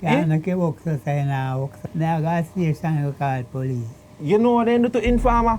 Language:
Jamaican Creole English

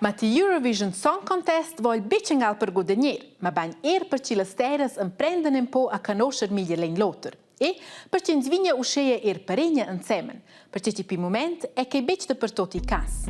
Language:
Romansh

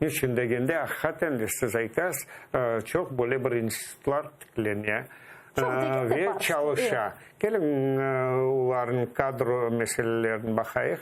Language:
Crimean Tatar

